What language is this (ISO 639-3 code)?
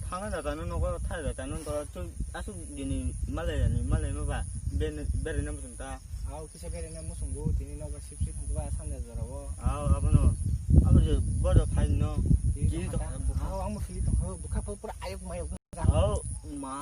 trp